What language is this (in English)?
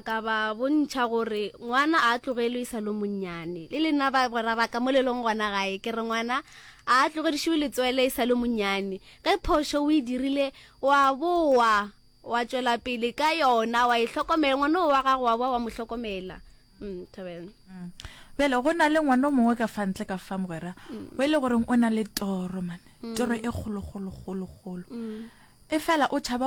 Northern Sotho